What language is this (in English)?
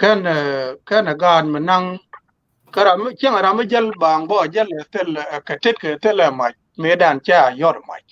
Nuer